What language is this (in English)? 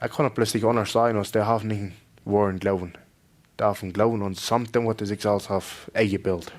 Plautdietsch